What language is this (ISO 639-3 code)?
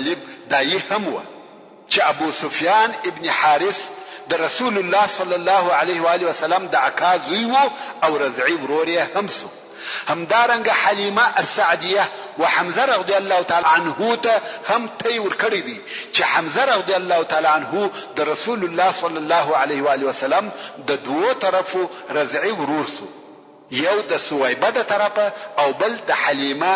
pus